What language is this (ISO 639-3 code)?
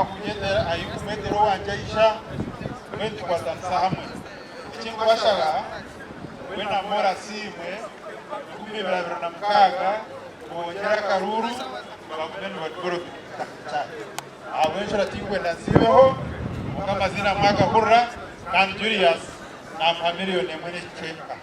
nyn